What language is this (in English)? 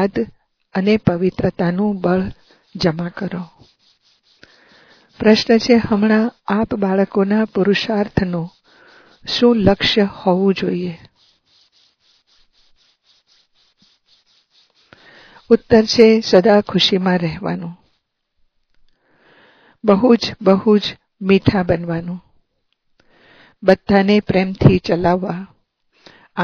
Gujarati